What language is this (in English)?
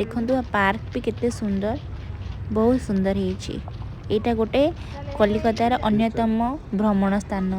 Odia